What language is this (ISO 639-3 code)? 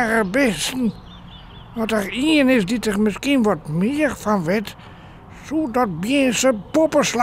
fry